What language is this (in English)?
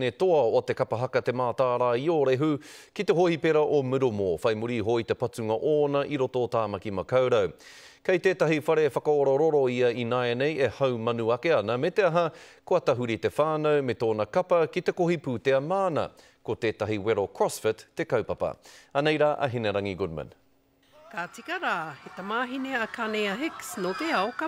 Māori